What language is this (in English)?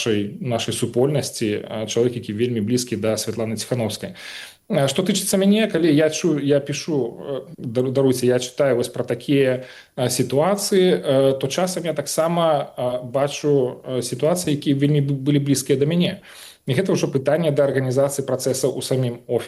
Belarusian